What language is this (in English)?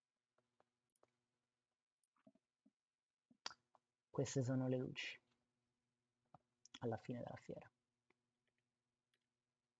Italian